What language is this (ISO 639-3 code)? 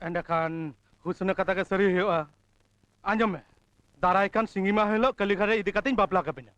sat